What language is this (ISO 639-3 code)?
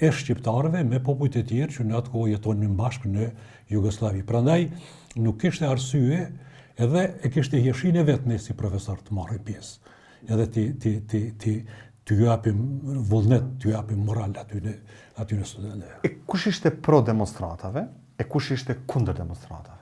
sqi